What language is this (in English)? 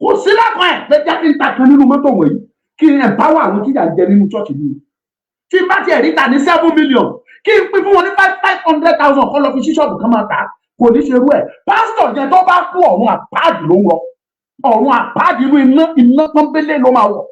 Yoruba